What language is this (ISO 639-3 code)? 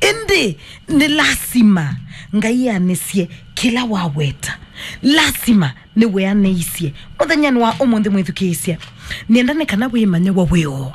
kam